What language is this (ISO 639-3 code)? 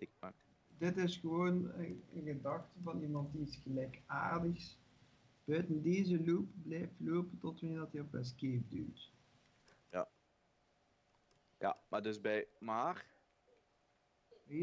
nld